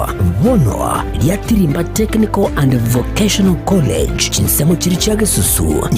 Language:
Gusii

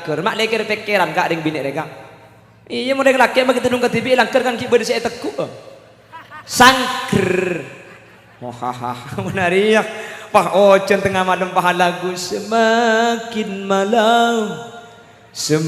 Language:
Madurese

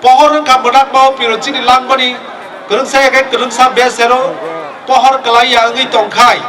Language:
Kok Borok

